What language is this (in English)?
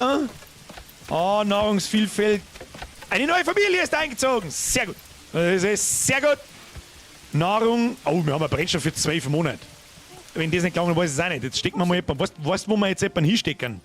Bavarian